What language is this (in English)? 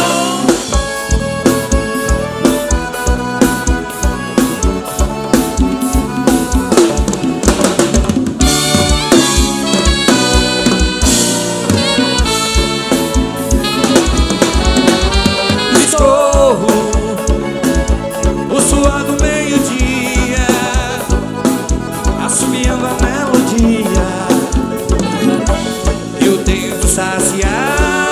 Portuguese